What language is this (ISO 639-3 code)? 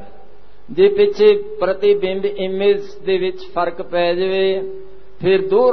pan